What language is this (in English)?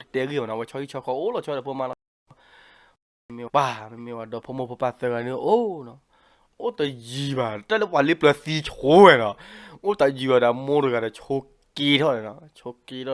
S'gaw Karen